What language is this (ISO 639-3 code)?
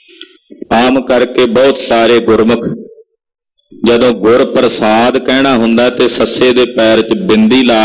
pan